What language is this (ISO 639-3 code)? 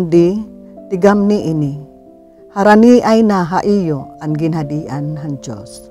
war